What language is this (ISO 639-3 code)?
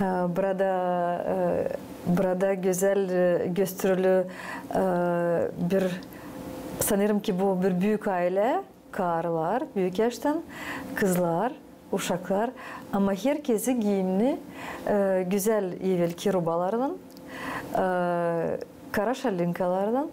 gag